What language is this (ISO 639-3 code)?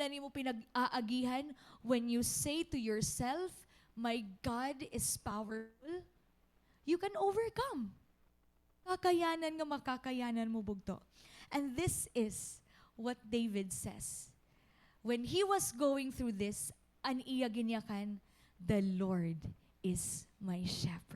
war